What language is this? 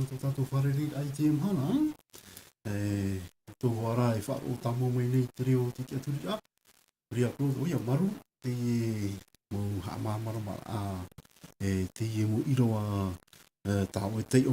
Tahitian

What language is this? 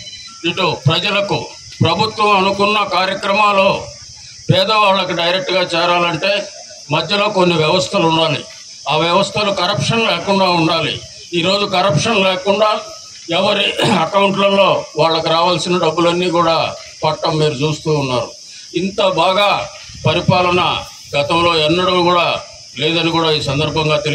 Telugu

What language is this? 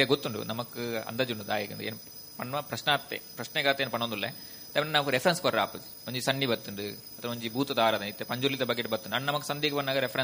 Tulu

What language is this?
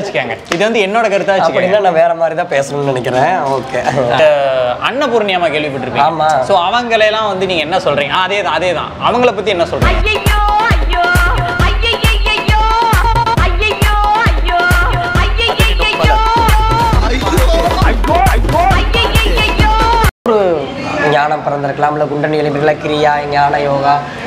Tamil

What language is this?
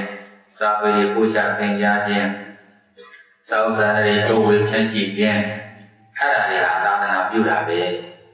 Burmese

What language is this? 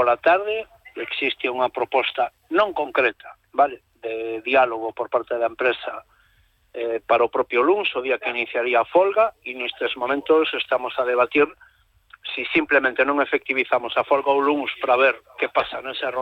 Galician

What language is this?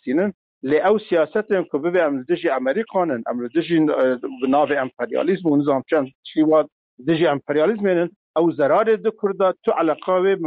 Kurdish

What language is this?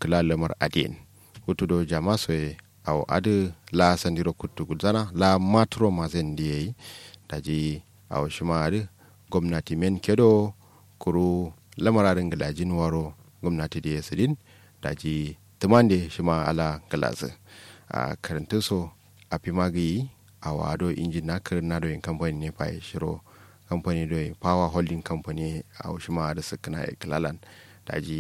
Kanuri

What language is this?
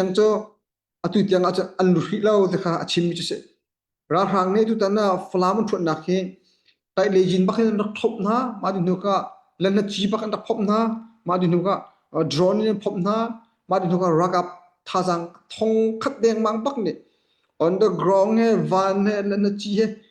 Hakha Chin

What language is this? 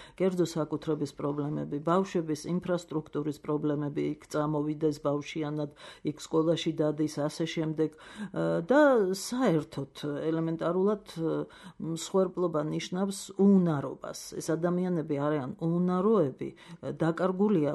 Georgian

